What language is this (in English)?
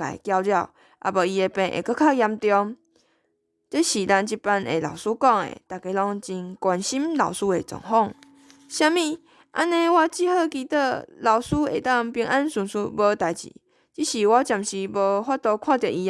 Min Nan Chinese